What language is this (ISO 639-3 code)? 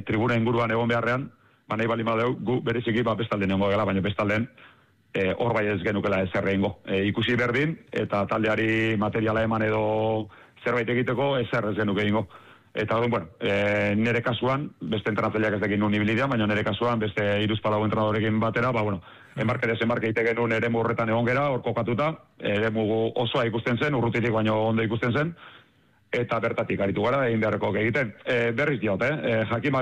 eus